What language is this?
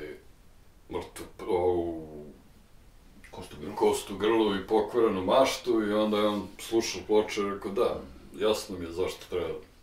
Serbian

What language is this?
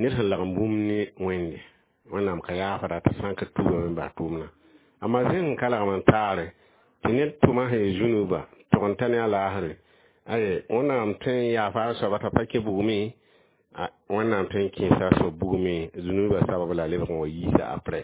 Mossi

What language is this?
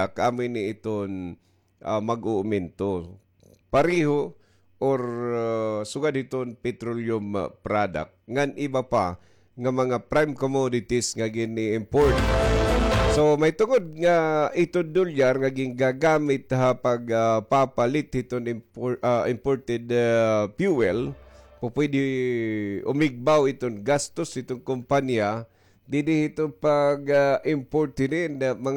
Waray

